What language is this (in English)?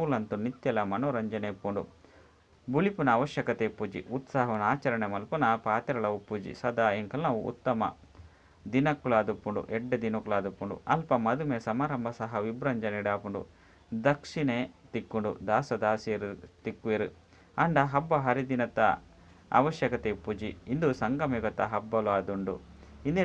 Tulu